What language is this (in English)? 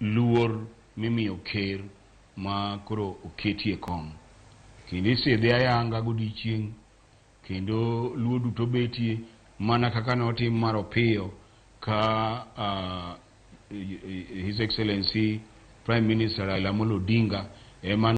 Luo (Kenya and Tanzania)